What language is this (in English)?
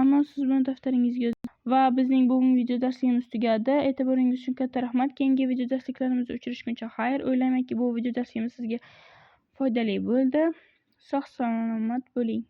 Uzbek